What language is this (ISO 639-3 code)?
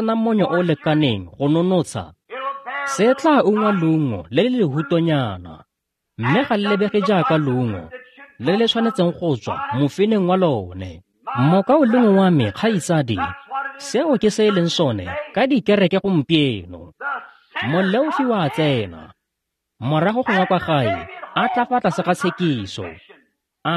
tsn